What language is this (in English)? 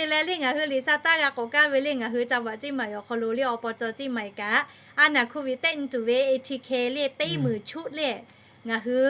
Lahu